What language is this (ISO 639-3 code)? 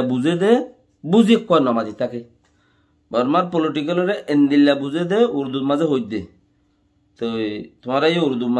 rhg